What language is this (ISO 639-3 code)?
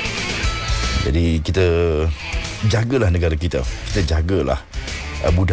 msa